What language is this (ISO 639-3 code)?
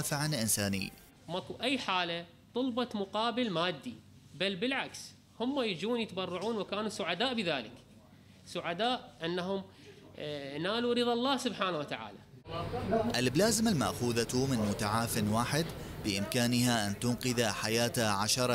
acm